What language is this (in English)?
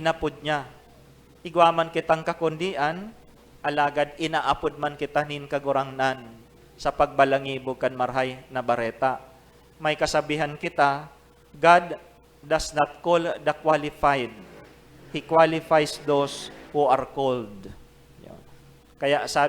Bikol